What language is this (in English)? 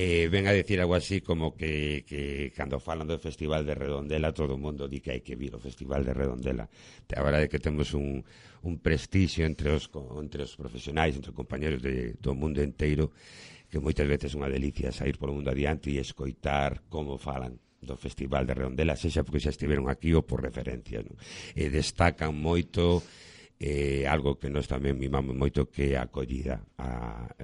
Galician